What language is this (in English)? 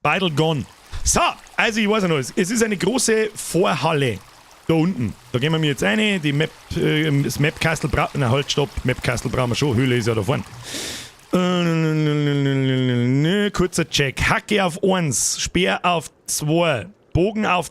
Bavarian